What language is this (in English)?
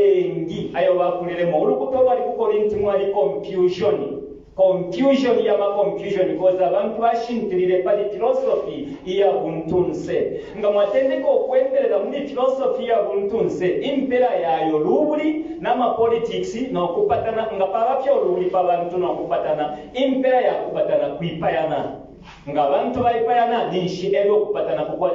Bemba